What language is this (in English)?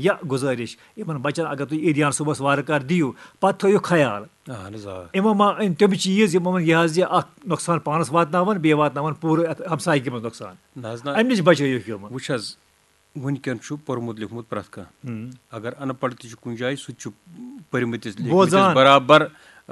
Kashmiri